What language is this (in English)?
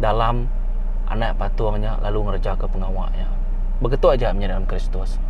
Iban